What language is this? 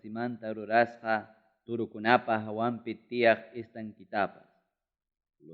Ayacucho Quechua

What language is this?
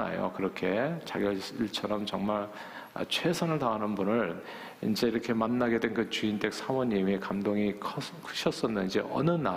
Korean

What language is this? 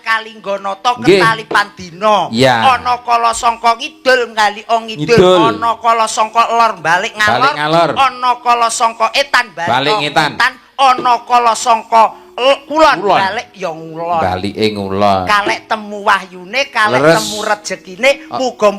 Javanese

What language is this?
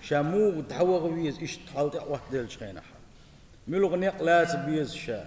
Chechen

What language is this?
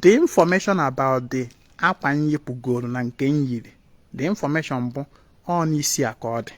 Igbo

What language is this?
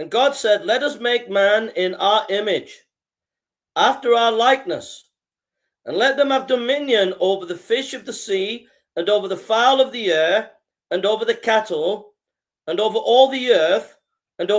English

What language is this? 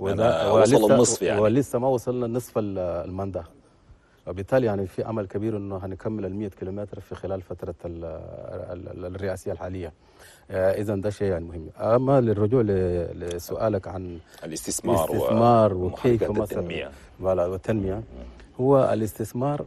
Chadian Arabic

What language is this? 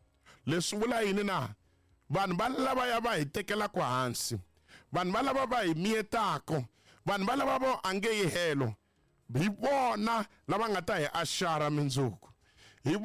Tsonga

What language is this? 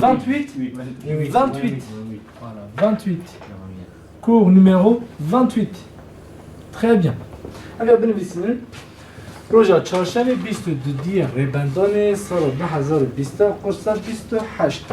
Kurdish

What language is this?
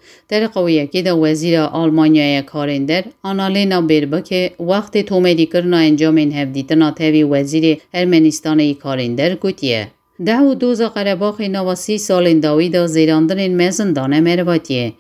Kurdish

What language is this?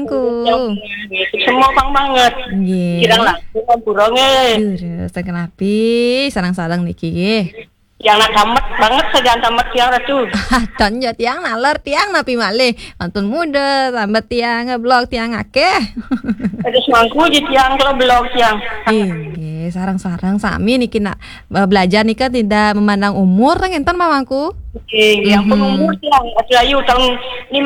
Balinese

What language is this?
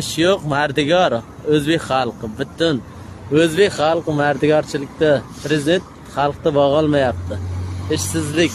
Uzbek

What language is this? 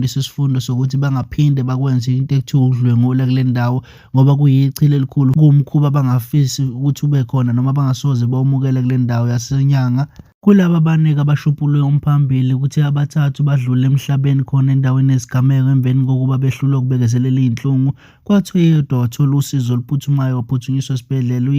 Zulu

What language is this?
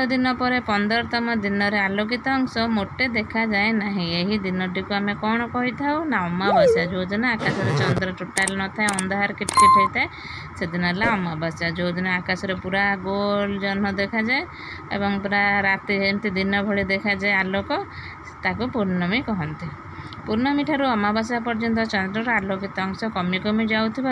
Odia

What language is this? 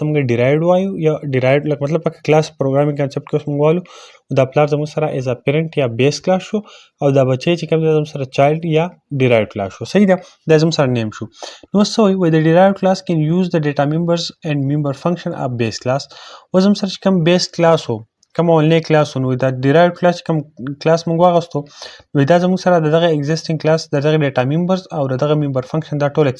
Pashto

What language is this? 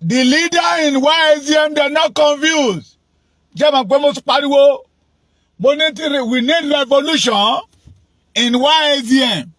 Yoruba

